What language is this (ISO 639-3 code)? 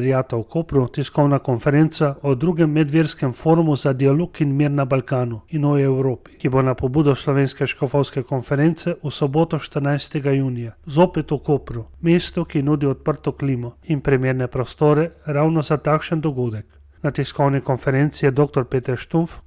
slv